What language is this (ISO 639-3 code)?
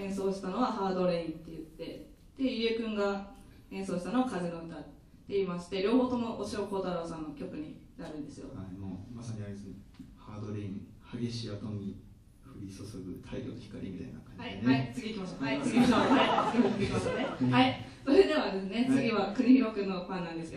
jpn